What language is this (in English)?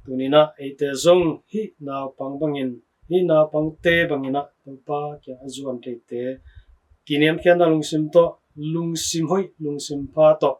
Tedim Chin